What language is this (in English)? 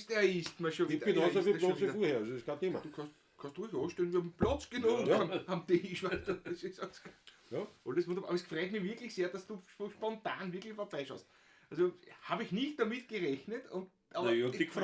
Bavarian